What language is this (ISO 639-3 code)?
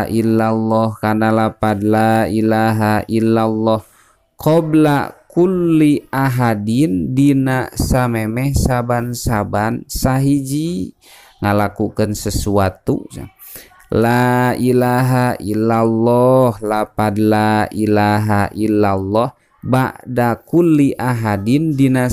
sun